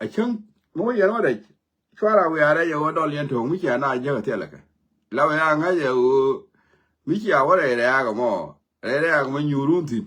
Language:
Nuer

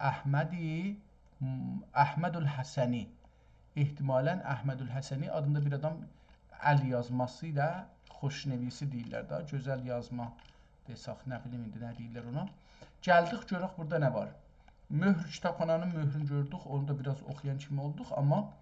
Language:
South Azerbaijani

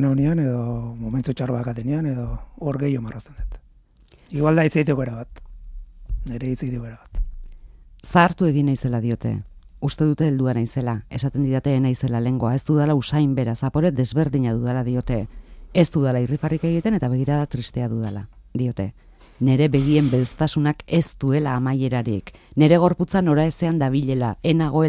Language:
Basque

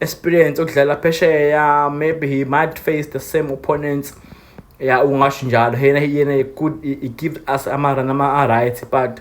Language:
Zulu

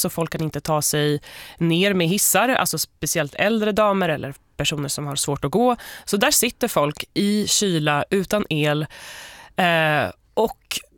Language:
Swedish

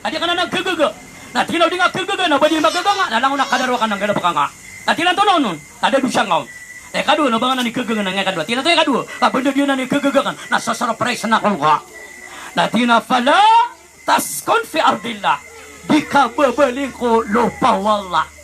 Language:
Maranao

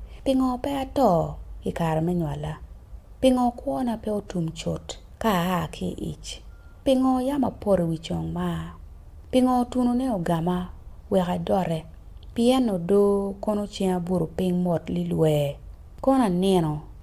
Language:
Acoli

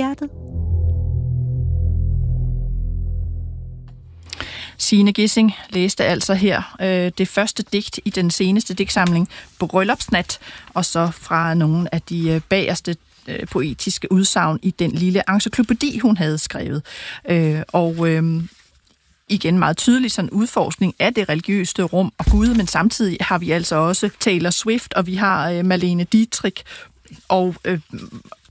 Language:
Danish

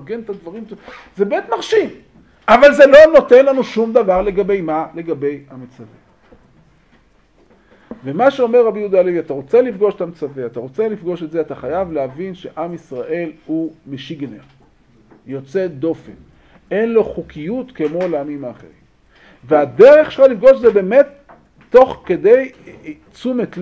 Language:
Hebrew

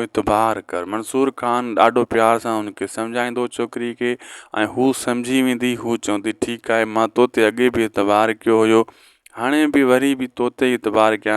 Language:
Sindhi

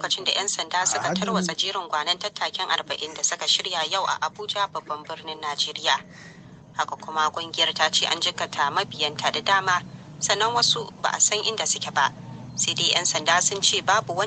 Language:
Hausa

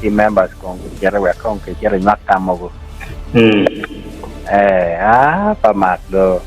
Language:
Acoli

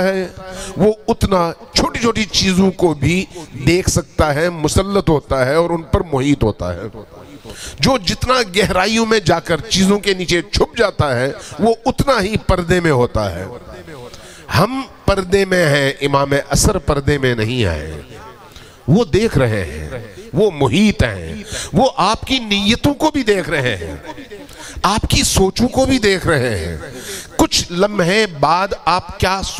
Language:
Urdu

